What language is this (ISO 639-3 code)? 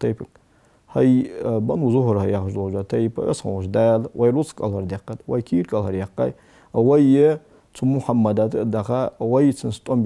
inh